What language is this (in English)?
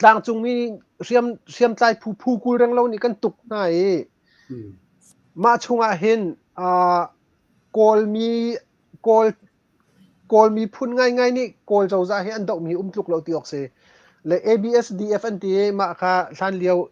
Hakha Chin